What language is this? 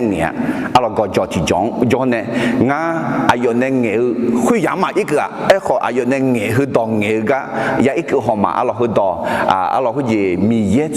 Akha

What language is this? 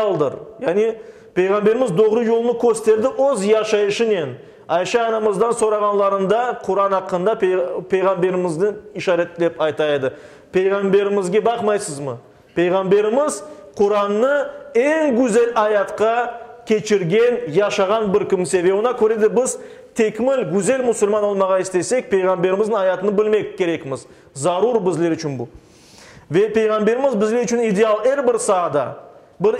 Crimean Tatar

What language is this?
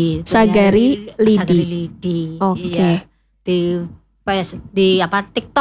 Indonesian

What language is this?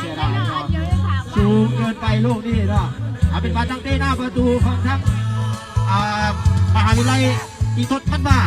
Lao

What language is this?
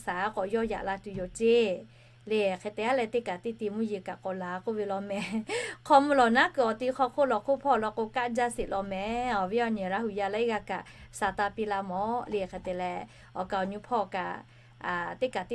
Lahu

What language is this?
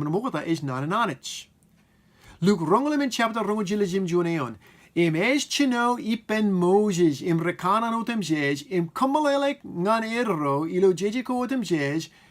Marshallese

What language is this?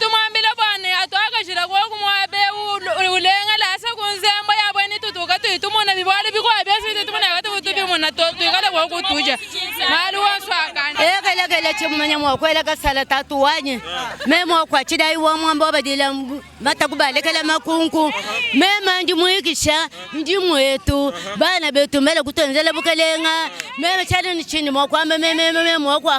Luba-Lulua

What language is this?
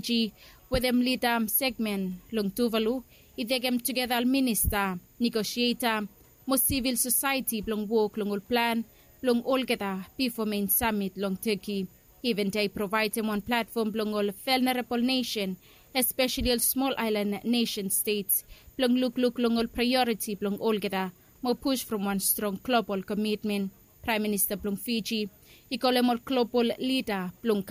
Bislama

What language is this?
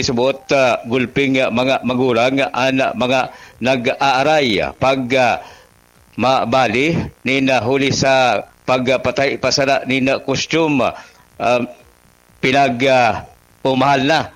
Bikol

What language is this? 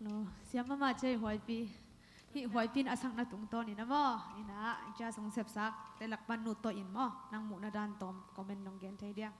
Tedim Chin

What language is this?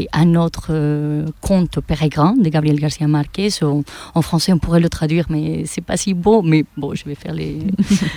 French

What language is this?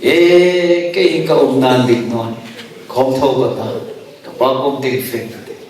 Hmar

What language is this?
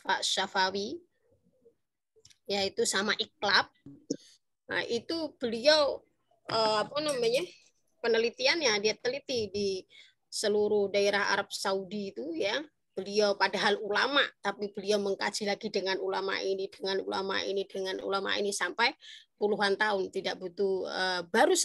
Indonesian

